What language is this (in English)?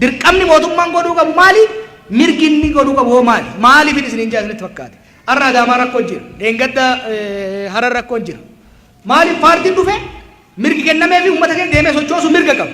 Oromo